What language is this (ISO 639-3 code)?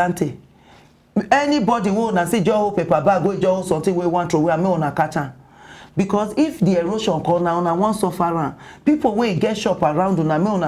pcm